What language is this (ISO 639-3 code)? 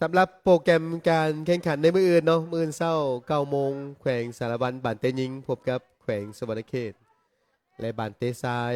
lao